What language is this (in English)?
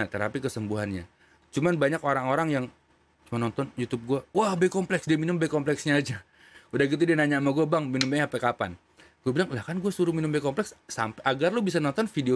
Indonesian